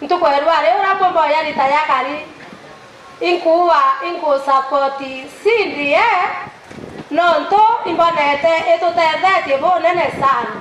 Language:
Meru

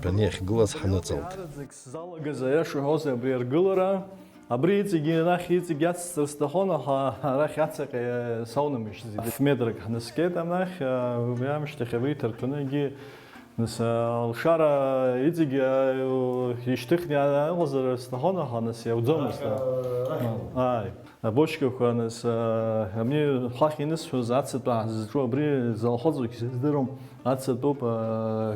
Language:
Abkhazian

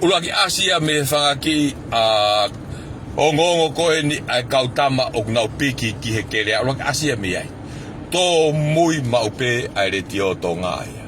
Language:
Tongan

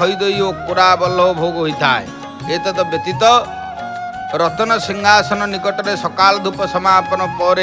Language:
Odia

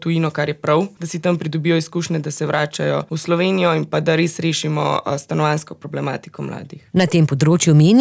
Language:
Slovenian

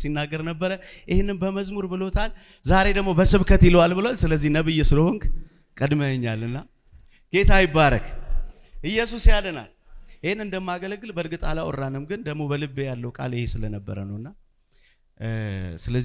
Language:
Amharic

